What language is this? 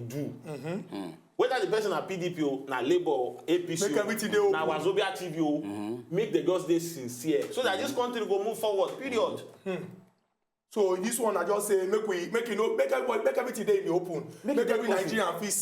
Nigerian Pidgin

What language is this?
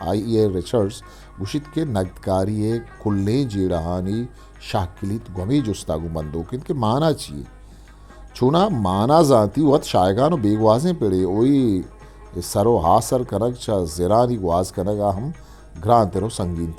Eastern Balochi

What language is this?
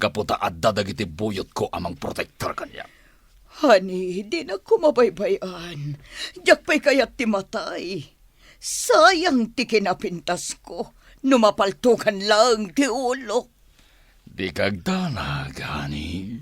Iloko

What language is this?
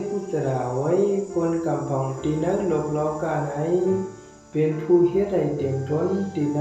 Shan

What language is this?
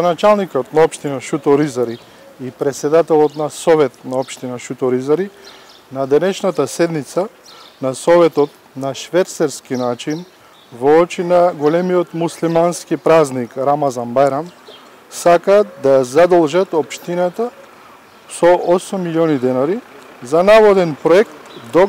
Macedonian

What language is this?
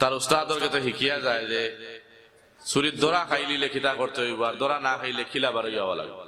Sylheti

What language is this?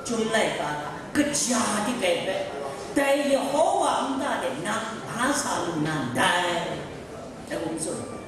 Kachin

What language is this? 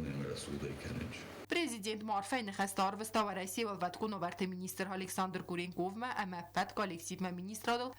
Ossetic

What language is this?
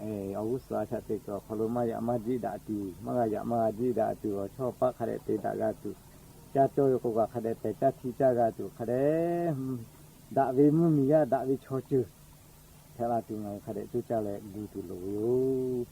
Lahu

